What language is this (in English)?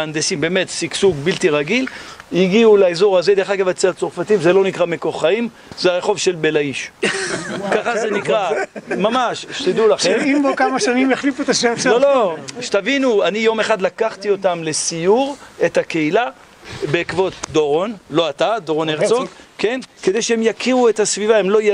Hebrew